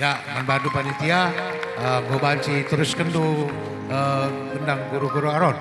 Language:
Batak Karo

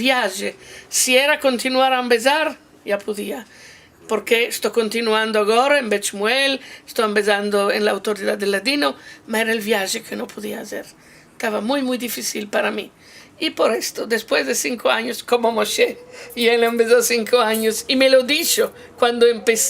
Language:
Ladino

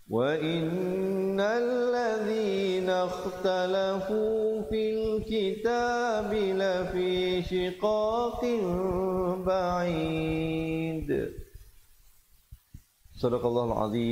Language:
Malay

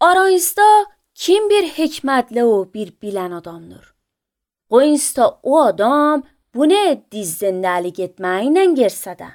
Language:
Azerbaijani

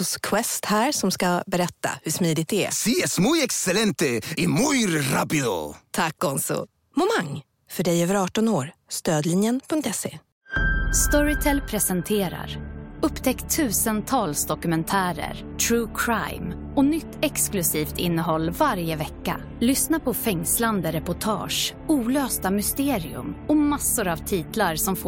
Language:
Swedish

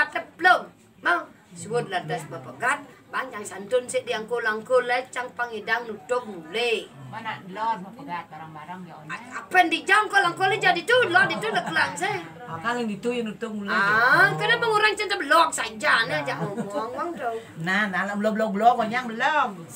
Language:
Balinese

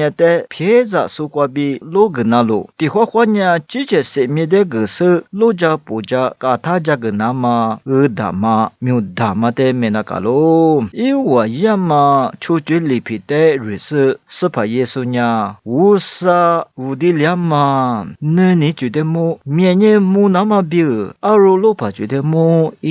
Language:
Lisu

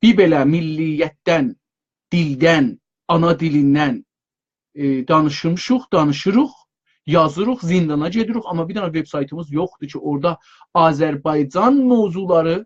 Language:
South Azerbaijani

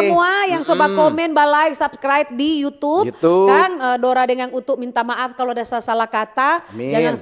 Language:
Manado Malay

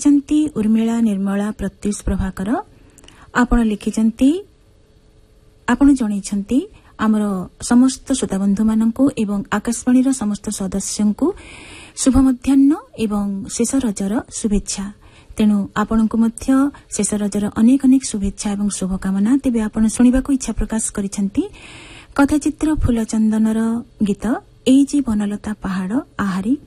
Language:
Odia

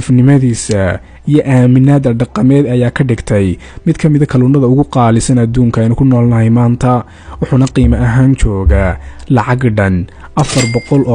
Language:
Somali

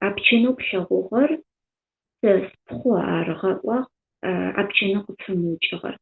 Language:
Adyghe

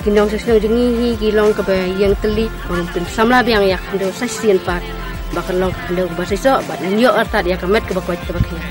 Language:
Khasi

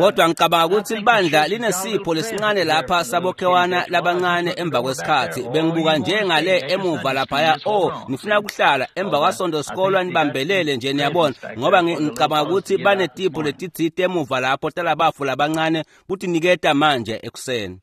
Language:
Swati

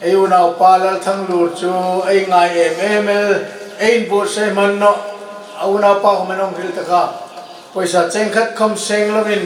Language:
Hmar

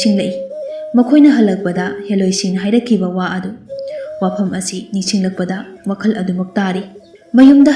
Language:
Manipuri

